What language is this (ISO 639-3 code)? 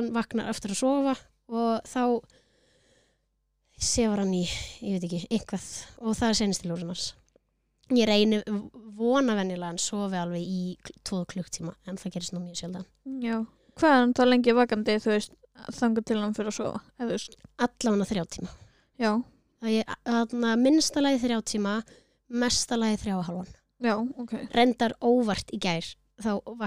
isl